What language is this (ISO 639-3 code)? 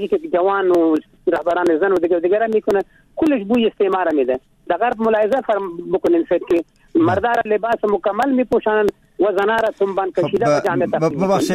fas